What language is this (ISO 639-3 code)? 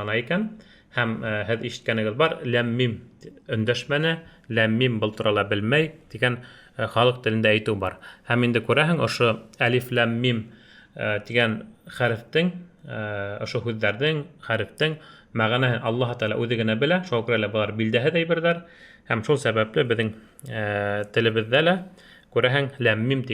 bak